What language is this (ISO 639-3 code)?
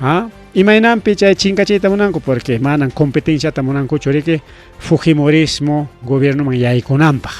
quy